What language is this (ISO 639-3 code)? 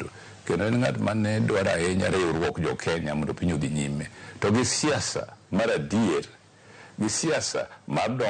luo